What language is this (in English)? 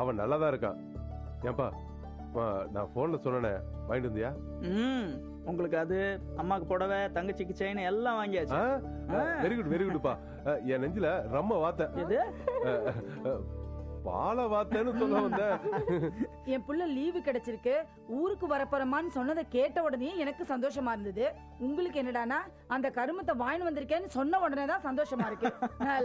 Tamil